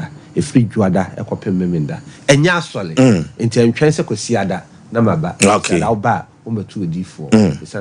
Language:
Akan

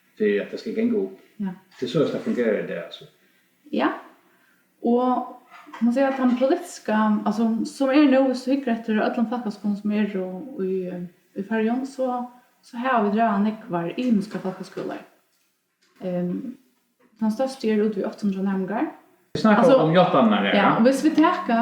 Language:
Faroese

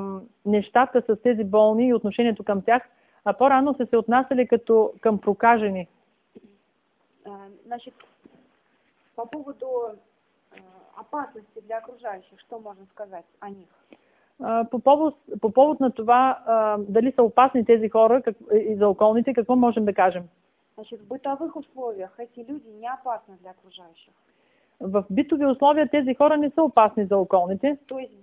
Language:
Bulgarian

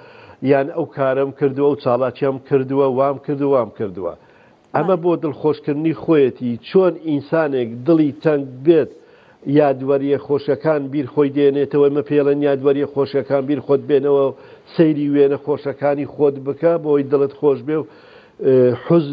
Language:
Central Kurdish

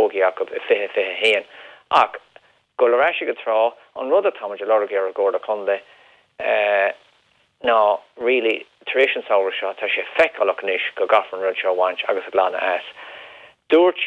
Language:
Irish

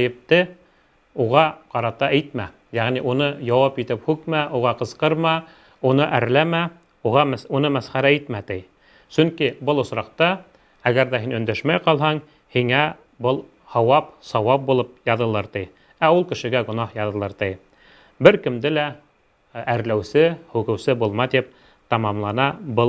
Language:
Bashkir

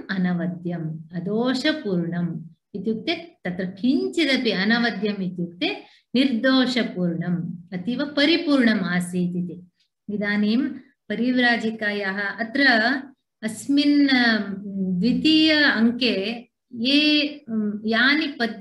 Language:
Sanskrit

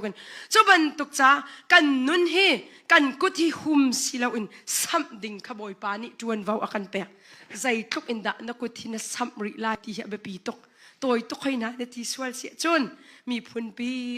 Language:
Hakha Chin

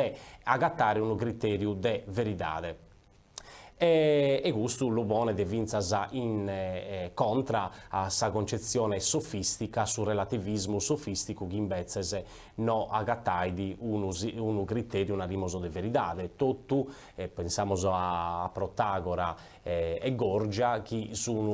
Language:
Sardinian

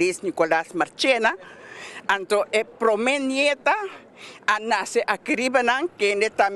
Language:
Papiamento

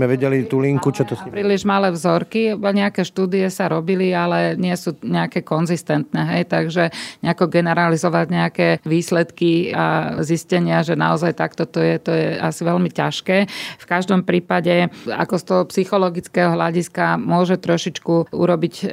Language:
Slovak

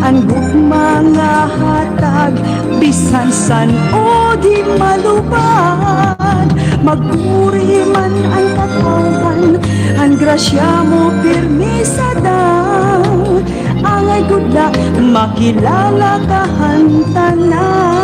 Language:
Waray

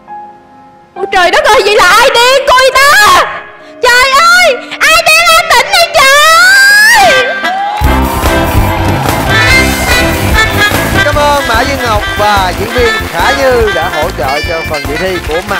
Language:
Vietnamese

